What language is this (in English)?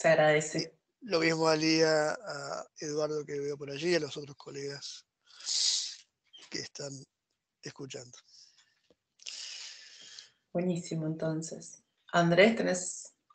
Spanish